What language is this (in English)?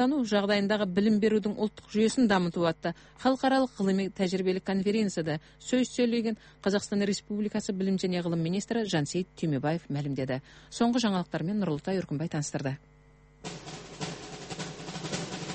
Kazakh